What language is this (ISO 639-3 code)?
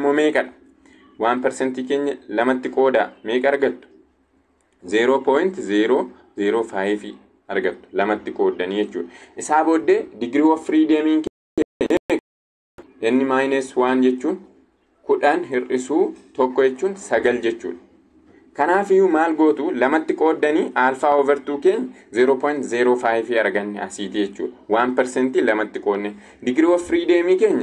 orm